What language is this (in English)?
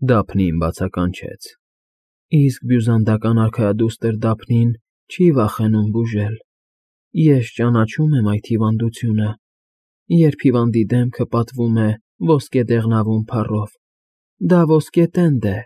Armenian